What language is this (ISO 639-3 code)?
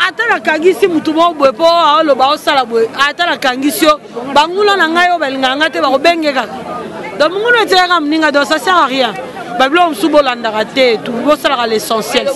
lin